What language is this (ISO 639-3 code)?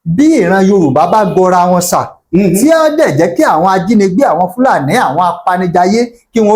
yor